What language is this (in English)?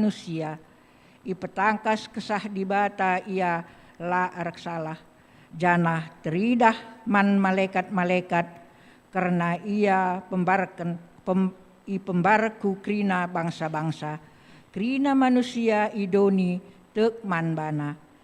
Batak Karo